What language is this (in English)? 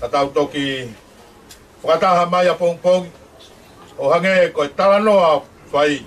Tongan